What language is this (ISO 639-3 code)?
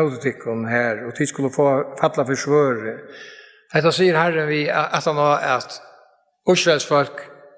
fao